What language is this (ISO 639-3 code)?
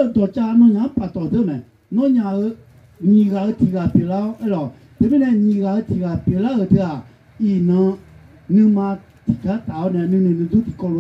ahk